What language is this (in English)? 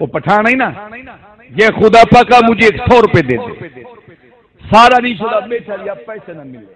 Saraiki